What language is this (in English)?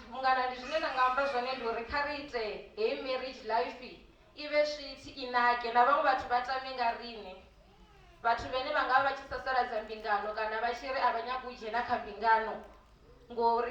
Venda